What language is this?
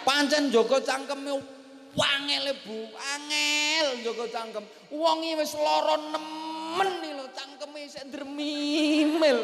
Javanese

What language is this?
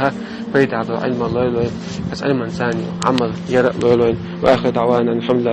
Chechen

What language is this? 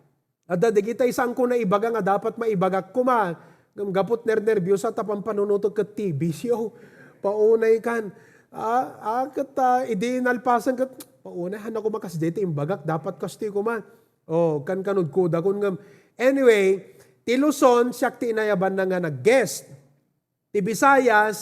Iloko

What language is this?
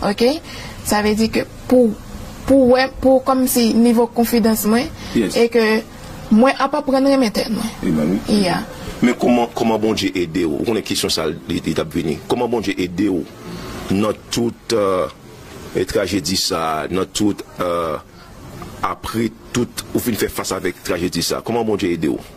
Haitian Creole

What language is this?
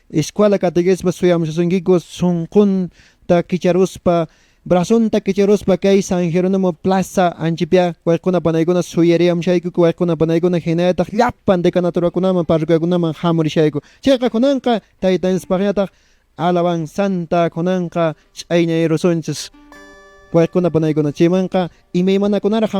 Quechua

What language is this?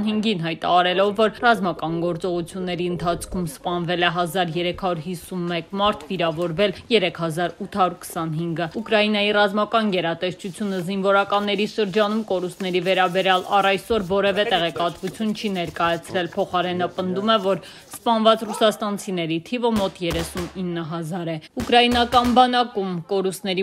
Armenian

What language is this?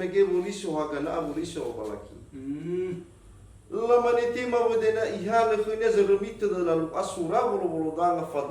Nias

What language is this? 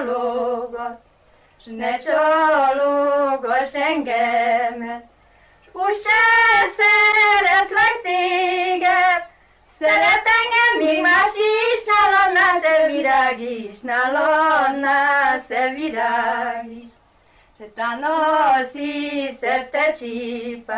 Hungarian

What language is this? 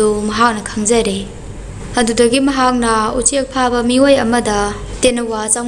Manipuri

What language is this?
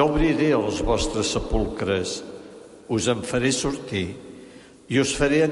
Catalan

